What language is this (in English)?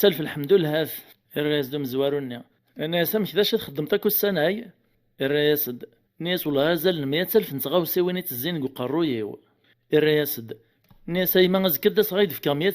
Kabyle